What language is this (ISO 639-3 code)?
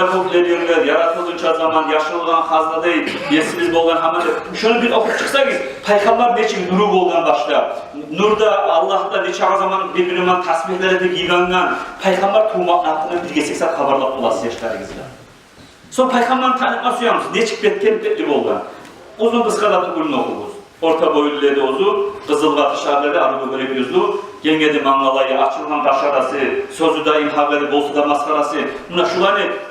kum